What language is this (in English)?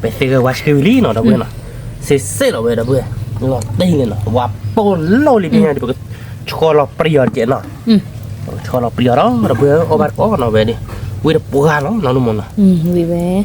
S'gaw Karen